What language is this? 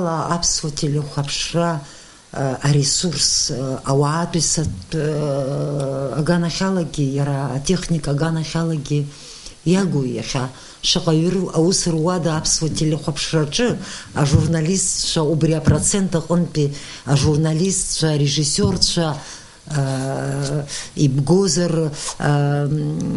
Abkhazian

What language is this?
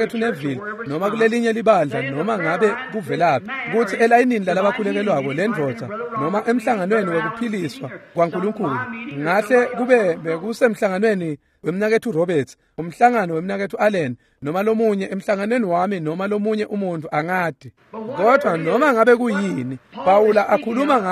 Swati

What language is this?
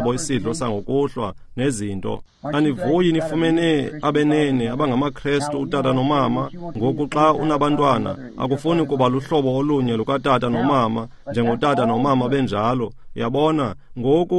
Xhosa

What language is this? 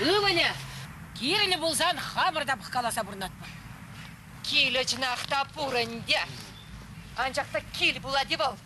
Chuvash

